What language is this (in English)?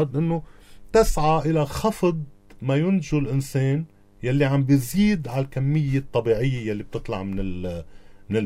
North Levantine Arabic